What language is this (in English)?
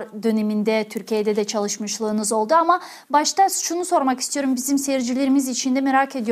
Crimean Tatar